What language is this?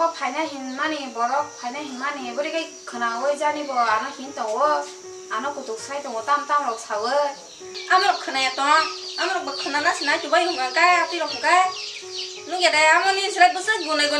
Kok Borok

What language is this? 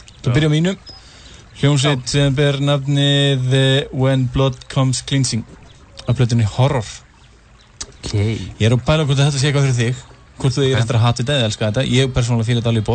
Icelandic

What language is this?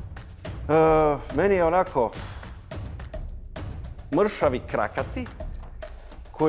Croatian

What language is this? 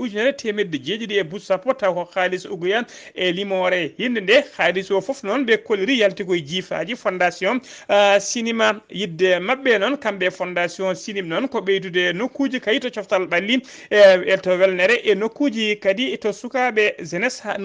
Fula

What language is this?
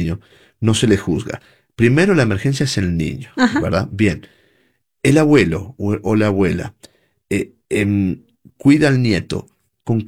Spanish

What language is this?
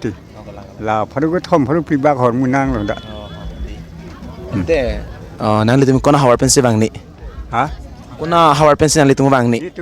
Karbi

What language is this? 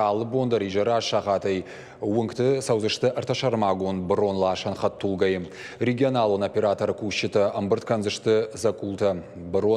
Ossetic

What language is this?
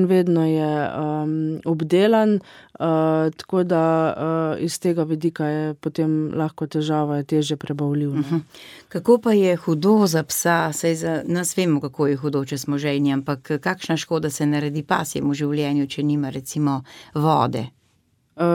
Slovenian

